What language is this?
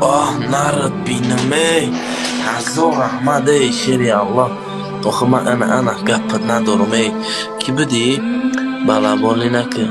Tajik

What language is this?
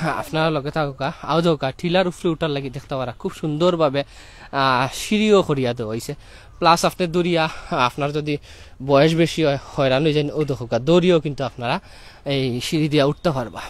Sylheti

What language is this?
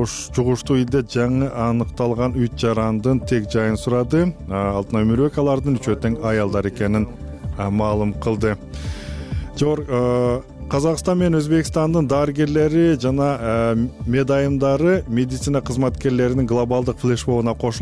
Kyrgyz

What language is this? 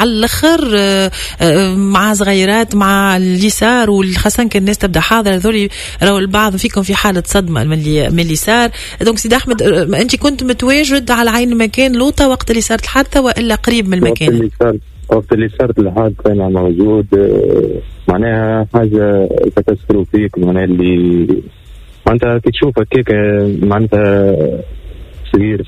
Tunisian Arabic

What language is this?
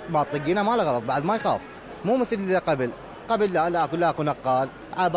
Mesopotamian Arabic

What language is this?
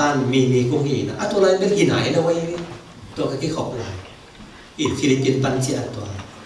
Tedim Chin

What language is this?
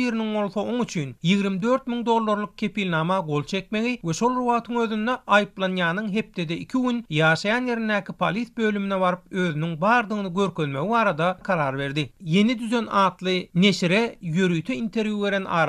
Turkmen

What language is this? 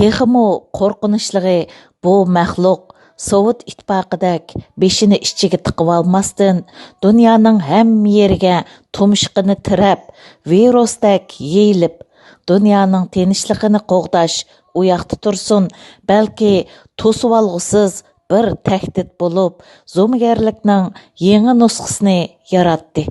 Uyghur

